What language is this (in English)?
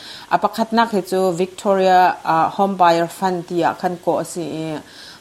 Hakha Chin